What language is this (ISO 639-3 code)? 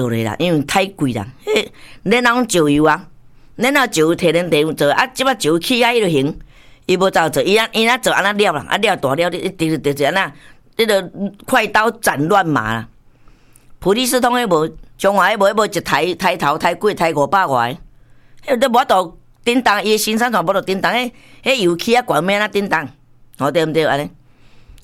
nan